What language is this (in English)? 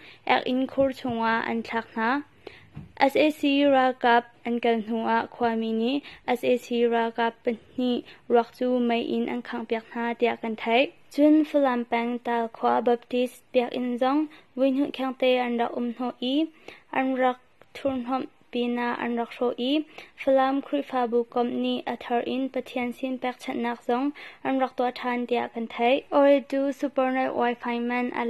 Hakha Chin